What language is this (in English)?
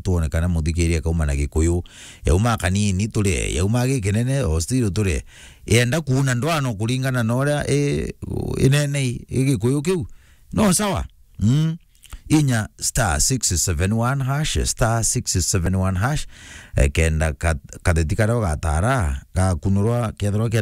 Meru